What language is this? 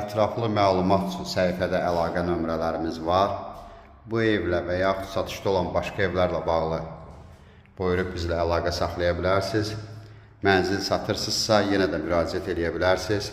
Azerbaijani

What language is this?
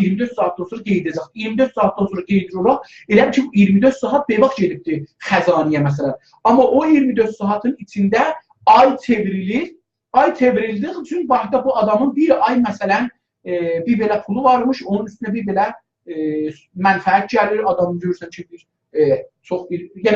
South Azerbaijani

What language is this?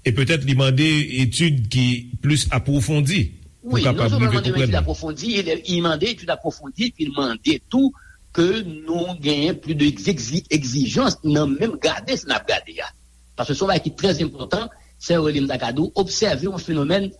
Haitian Creole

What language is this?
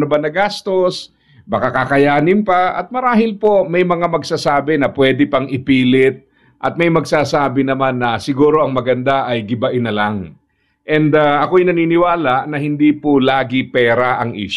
Filipino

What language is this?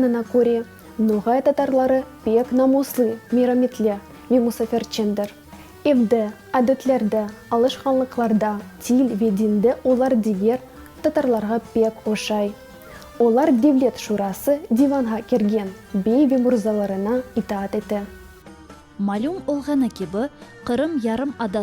Crimean Tatar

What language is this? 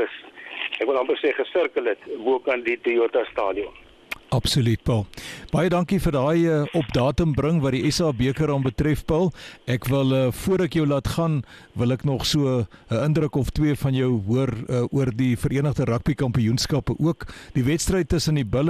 Afrikaans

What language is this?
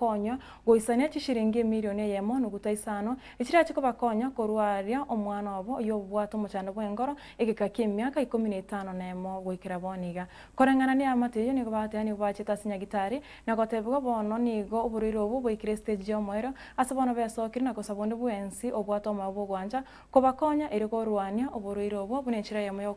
Gusii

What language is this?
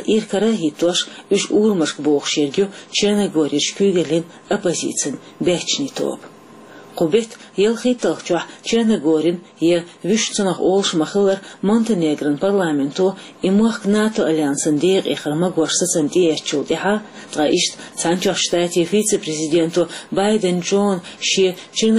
Chechen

